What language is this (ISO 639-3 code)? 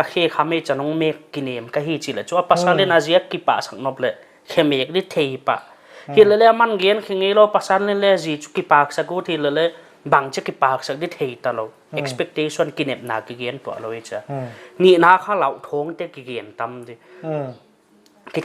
pck